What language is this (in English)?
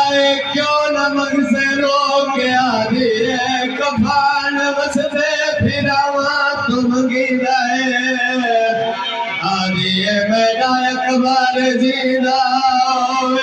Saraiki